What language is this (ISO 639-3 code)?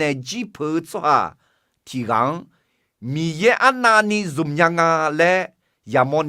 ahk